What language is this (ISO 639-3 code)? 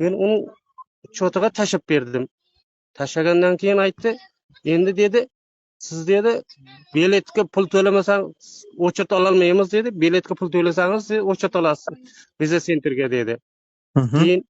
uzb